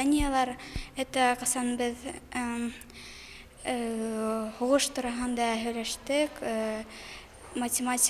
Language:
Bashkir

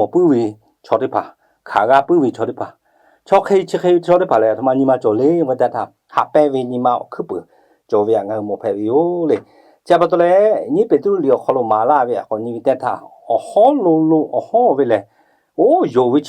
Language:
Lahu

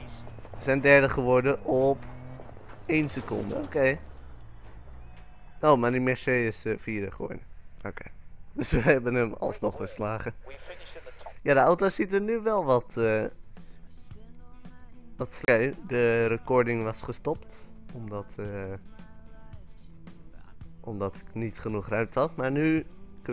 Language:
Dutch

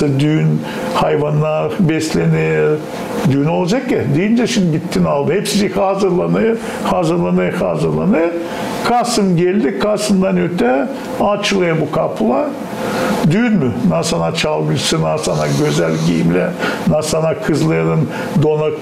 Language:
Gagauz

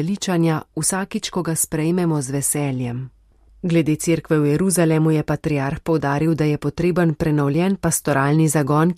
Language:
Slovenian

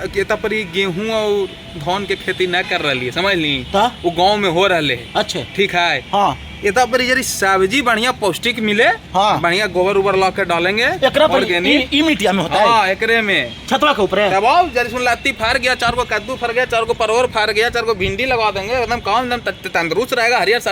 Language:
Magahi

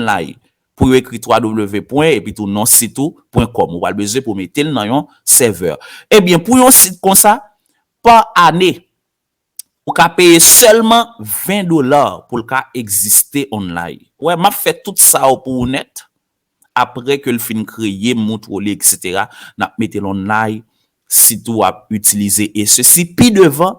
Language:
Haitian Creole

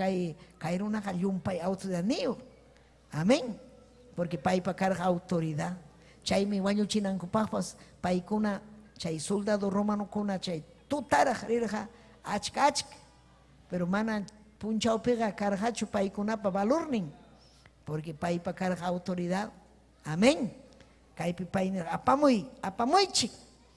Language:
Ayacucho Quechua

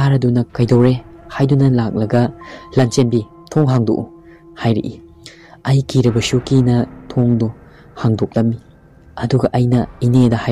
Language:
Manipuri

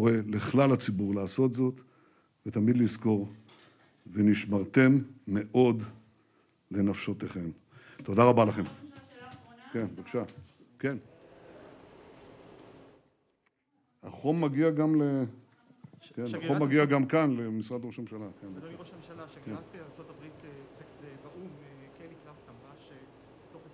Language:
Hebrew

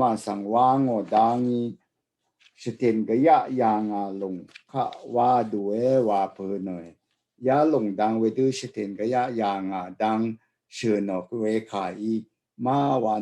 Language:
Rawang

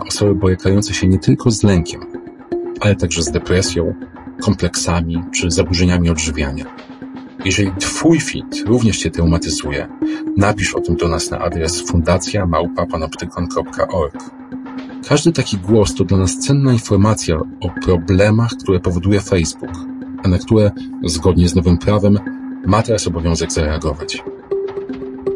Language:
Polish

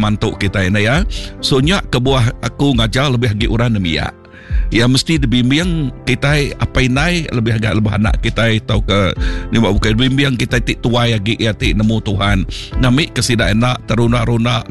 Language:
Iban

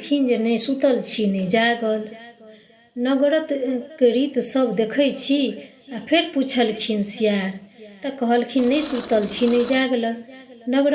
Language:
Maithili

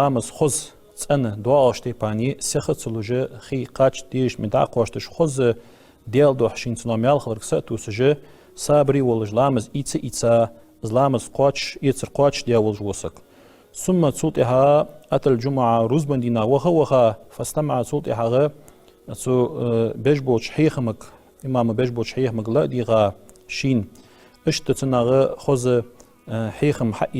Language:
Ingush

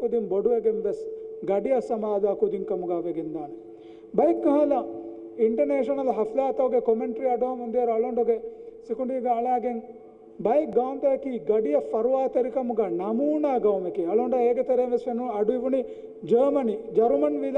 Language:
Divehi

